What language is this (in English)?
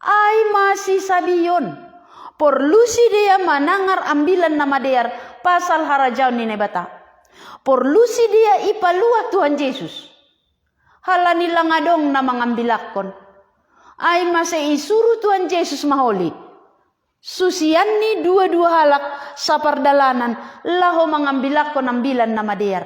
Batak Simalungun